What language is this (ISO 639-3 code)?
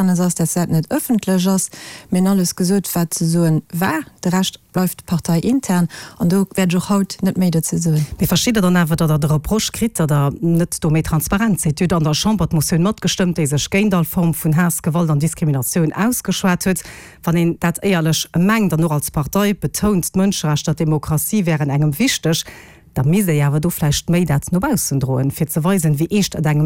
ltz